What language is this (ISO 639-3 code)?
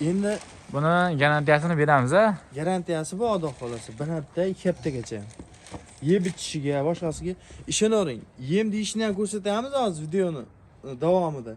uzb